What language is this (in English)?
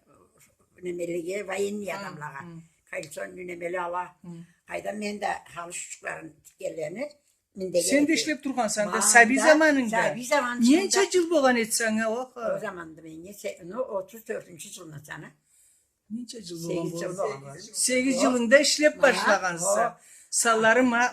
Karachay-Balkar